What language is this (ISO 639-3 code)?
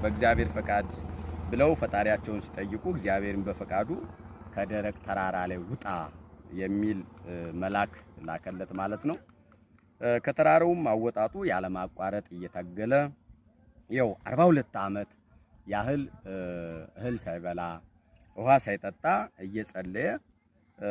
amh